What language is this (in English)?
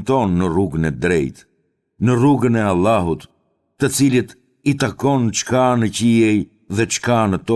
Albanian